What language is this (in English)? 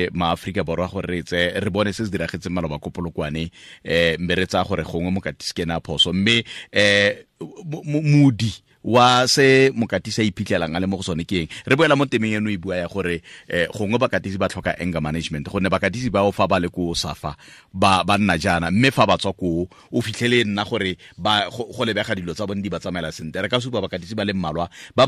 Tswana